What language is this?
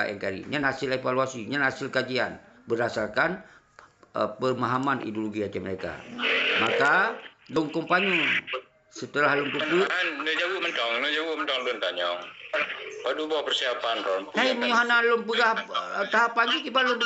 Achinese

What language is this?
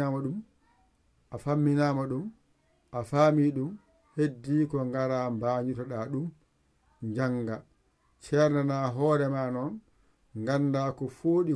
Fula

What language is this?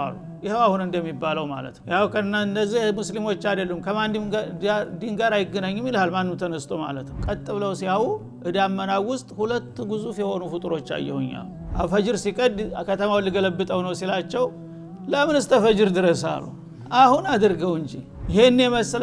Amharic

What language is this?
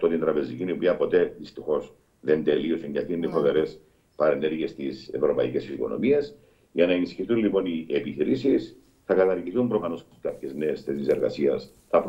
Greek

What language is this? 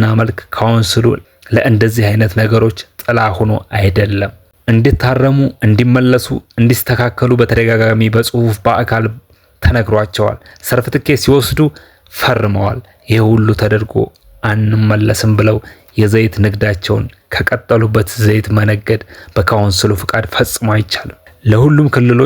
Amharic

